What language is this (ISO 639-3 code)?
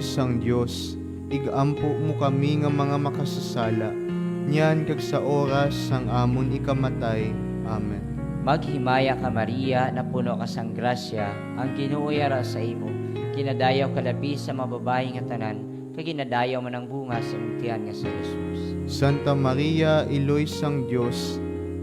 hil